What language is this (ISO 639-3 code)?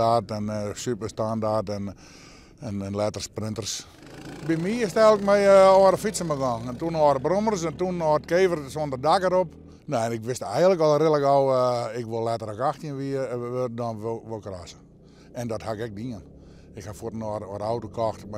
fry